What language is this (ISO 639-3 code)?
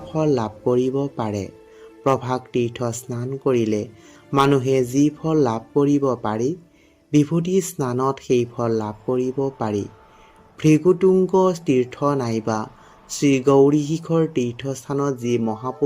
asm